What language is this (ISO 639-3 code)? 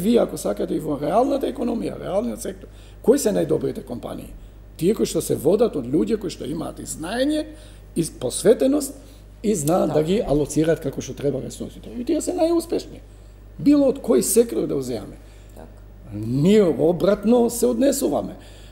mkd